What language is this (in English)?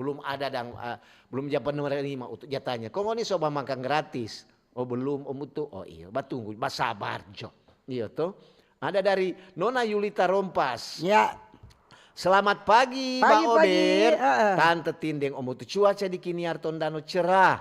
Manado Malay